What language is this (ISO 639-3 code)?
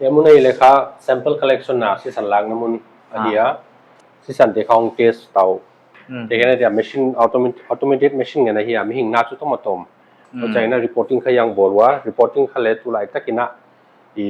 pck